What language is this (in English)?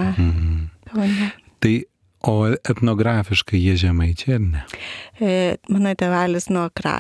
Lithuanian